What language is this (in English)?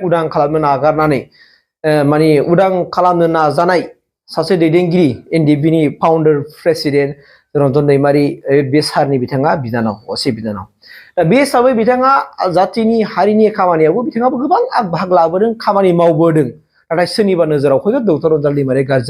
Bodo